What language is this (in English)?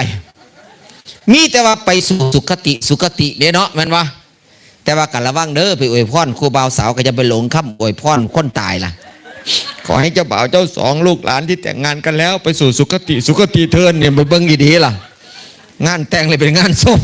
Northeastern Thai